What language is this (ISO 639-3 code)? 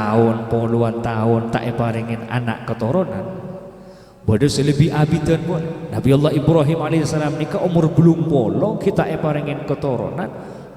mad